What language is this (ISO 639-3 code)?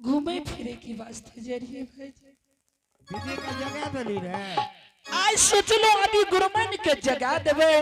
anp